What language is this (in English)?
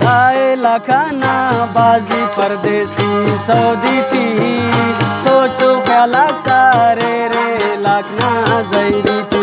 Brahui